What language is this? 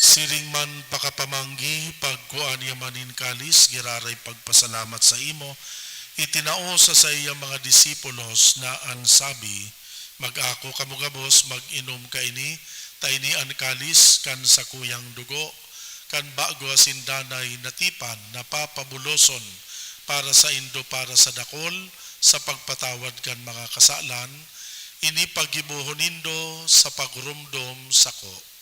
Bikol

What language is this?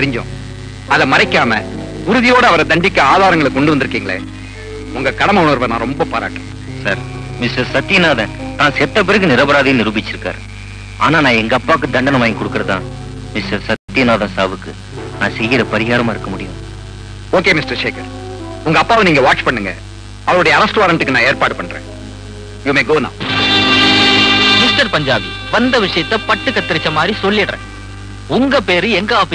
Tamil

